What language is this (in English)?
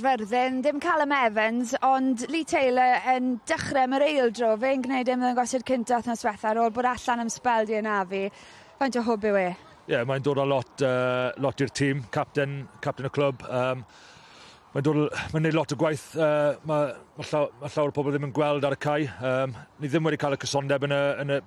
Welsh